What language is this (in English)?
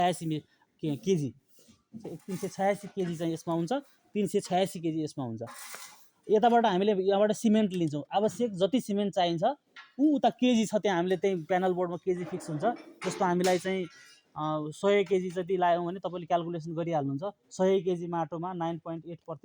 Nepali